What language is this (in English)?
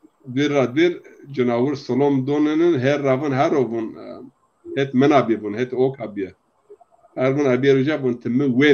Zaza